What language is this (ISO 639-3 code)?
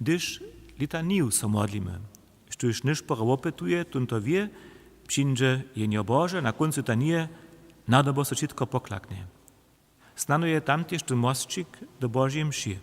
hsb